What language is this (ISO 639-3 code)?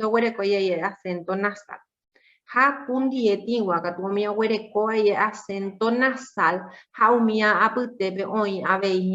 grn